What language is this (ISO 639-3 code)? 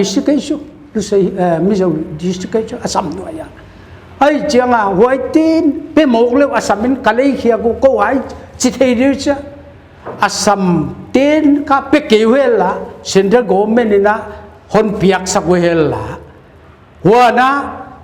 pck